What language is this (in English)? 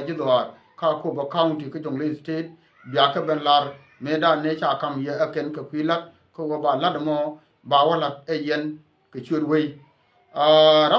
Nuer